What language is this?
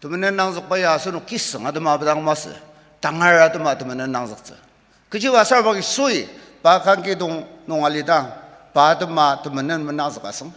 Ao Naga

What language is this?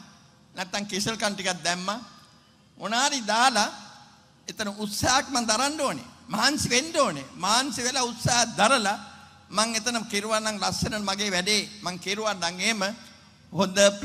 Sinhala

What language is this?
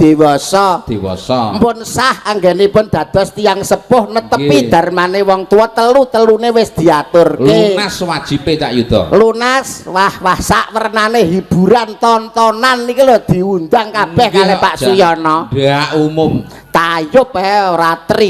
Javanese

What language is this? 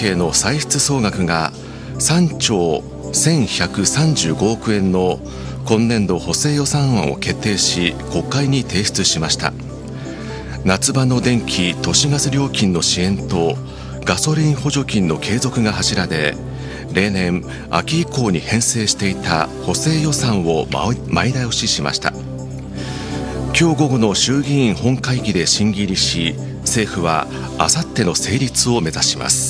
Japanese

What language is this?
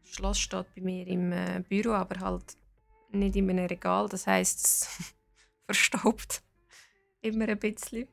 Swiss German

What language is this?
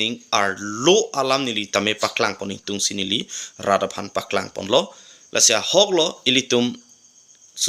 Karbi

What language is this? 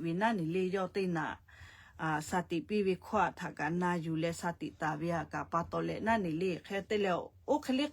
Lahu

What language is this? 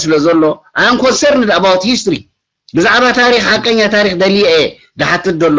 Tigrinya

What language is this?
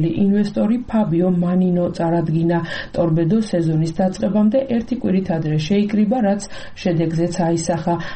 Georgian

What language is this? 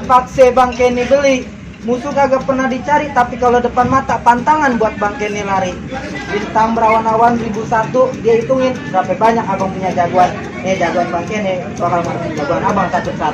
Betawi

